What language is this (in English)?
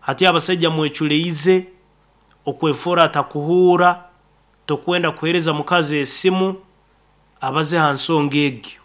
Nyankole